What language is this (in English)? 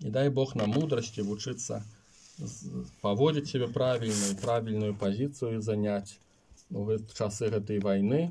Belarusian